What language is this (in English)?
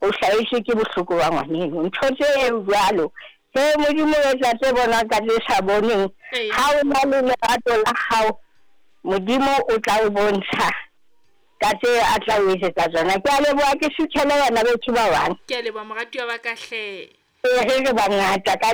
Southern Sotho